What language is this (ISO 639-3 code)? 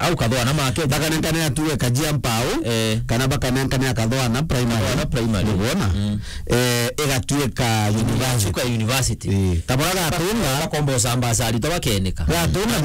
mer